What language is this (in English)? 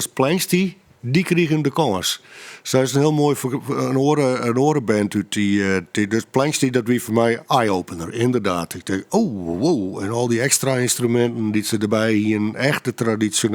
Western Frisian